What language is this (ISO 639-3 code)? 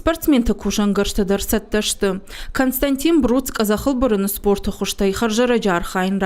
oss